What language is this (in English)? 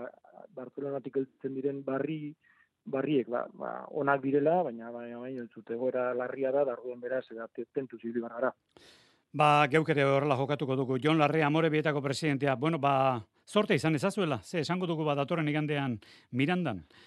Basque